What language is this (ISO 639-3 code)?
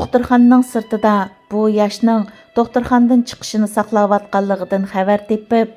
uig